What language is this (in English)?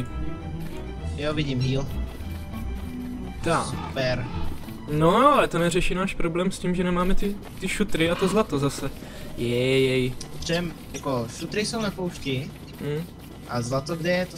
Czech